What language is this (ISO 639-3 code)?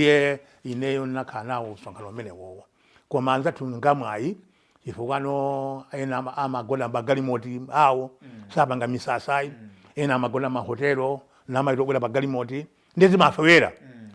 nya